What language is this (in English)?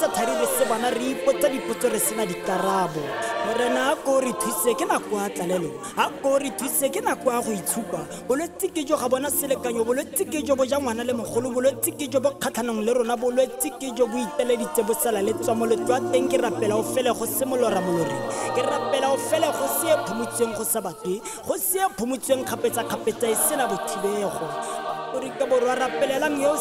Tswana